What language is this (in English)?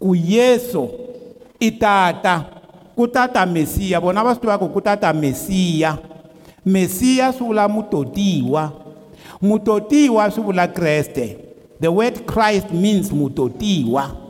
Tsonga